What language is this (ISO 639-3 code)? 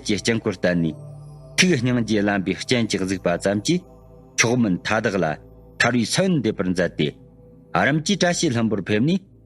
bod